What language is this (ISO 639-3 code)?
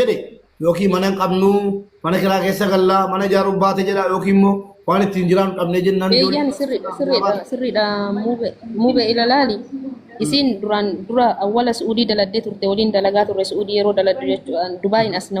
orm